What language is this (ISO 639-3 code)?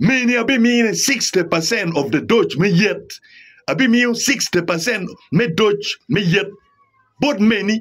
ach